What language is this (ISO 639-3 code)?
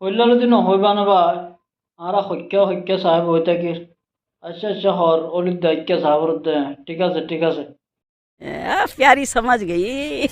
rhg